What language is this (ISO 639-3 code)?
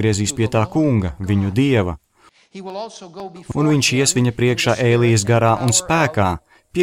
lav